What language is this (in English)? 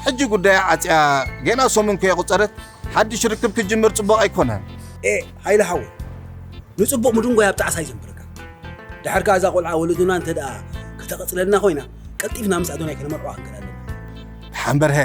Tigrinya